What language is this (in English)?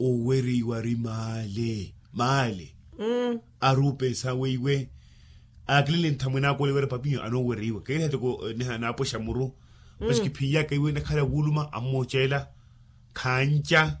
Makhuwa